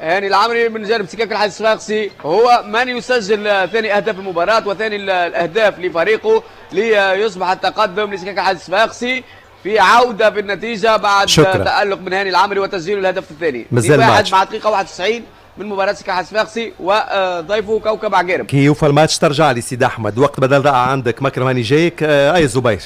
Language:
Tunisian Arabic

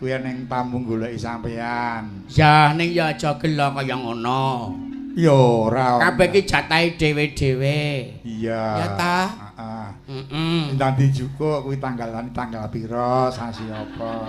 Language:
Javanese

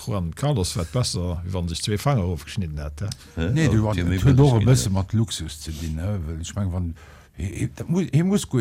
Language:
Luxembourgish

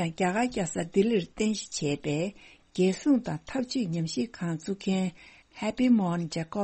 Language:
Tibetan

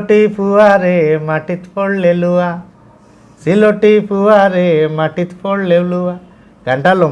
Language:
Sylheti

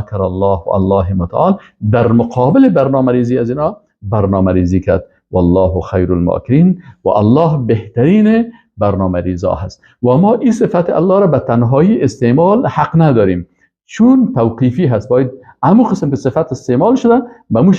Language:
Persian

